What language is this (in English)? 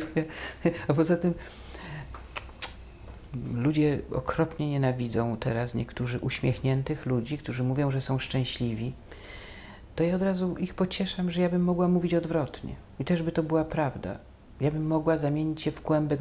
Polish